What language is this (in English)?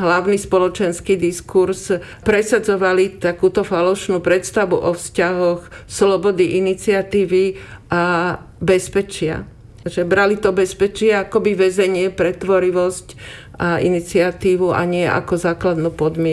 Slovak